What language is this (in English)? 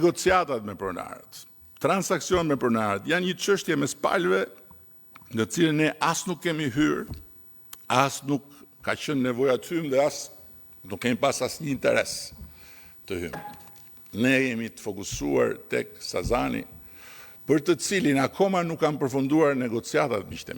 Albanian